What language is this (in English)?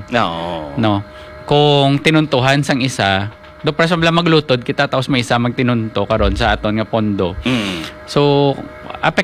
Hiligaynon